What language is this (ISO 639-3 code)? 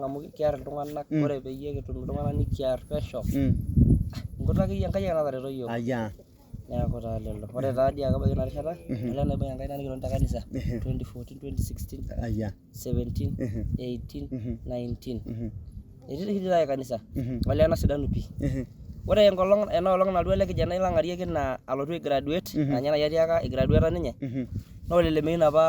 mas